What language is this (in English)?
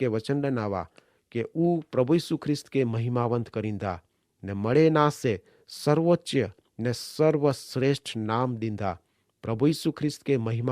Kachhi